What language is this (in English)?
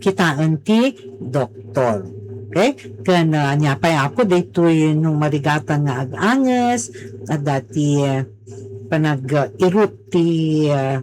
Iloko